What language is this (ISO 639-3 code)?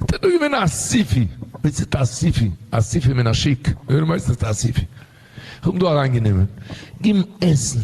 yid